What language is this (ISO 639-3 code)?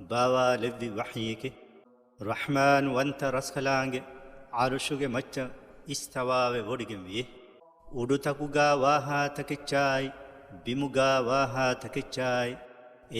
div